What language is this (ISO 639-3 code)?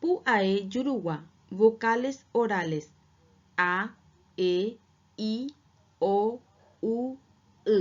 grn